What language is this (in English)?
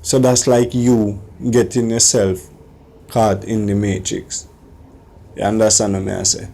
Jamaican Creole English